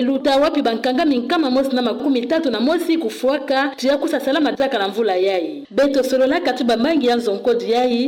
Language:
Kituba (Democratic Republic of Congo)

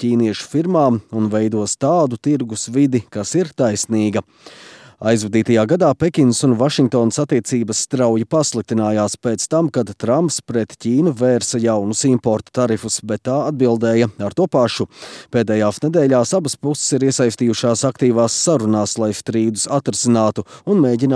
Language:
Latvian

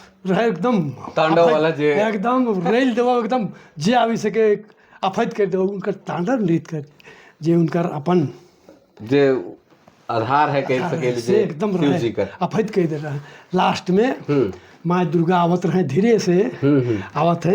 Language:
Sadri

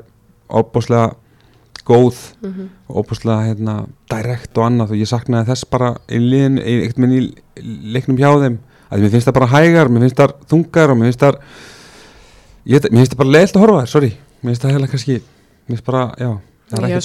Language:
Icelandic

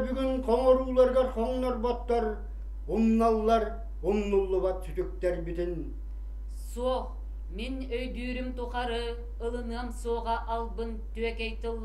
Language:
Yakut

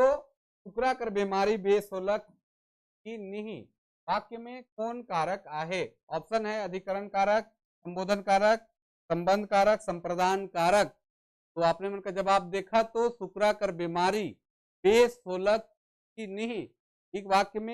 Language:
Sadri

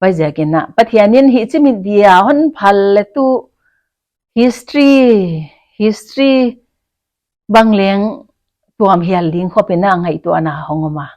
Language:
Paite Chin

